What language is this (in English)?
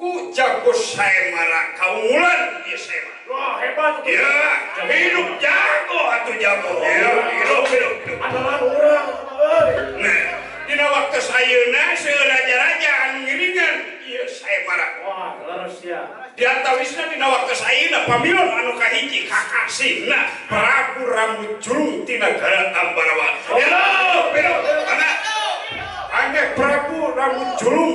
Sundanese